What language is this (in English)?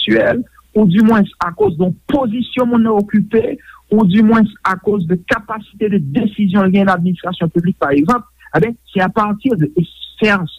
Haitian Creole